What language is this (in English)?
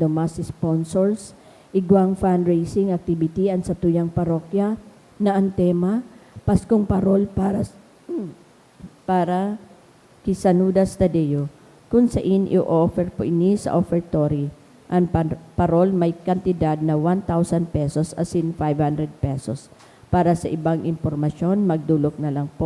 Bikol